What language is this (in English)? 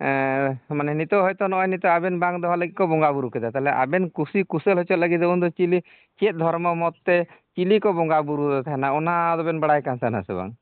Santali